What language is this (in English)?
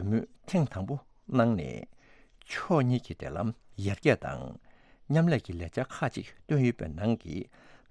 Tibetan